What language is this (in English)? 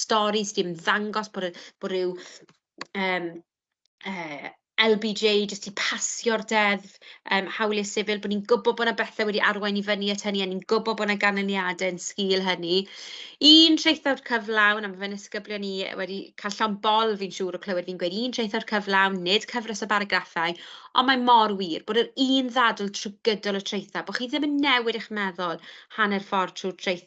Welsh